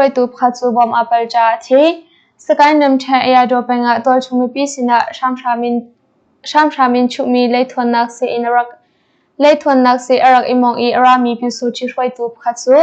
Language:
Hakha Chin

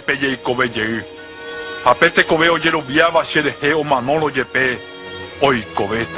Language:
Guarani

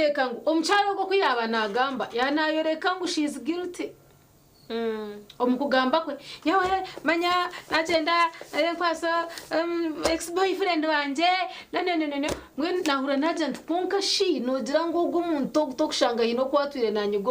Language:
Nyankole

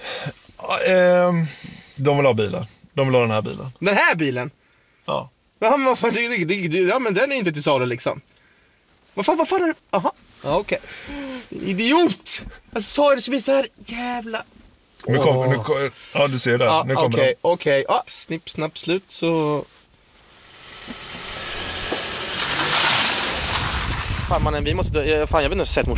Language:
Swedish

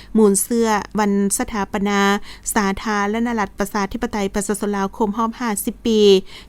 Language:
Lao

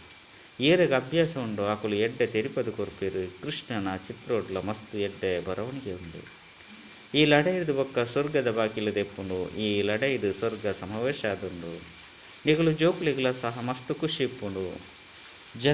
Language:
Tulu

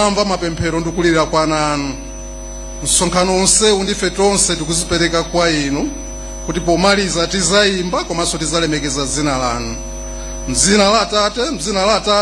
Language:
Nyanja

